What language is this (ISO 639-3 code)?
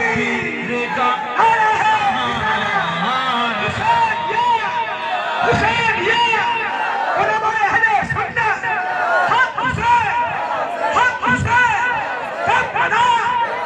urd